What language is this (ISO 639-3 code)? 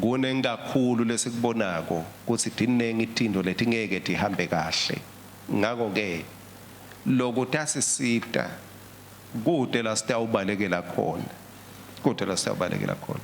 ssw